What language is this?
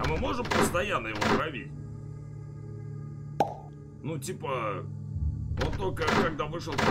Russian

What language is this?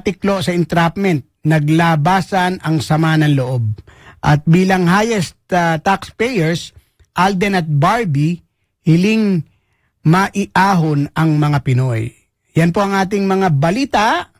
Filipino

